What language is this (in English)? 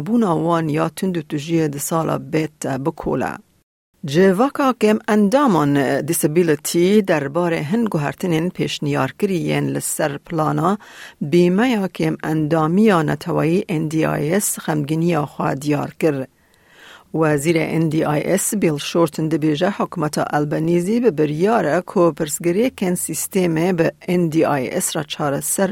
Kurdish